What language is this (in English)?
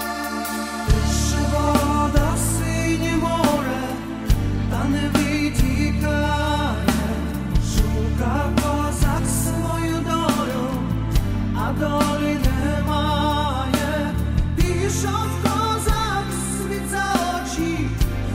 Ukrainian